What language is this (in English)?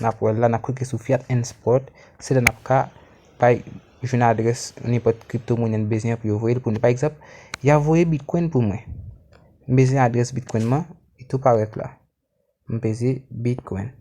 Haitian Creole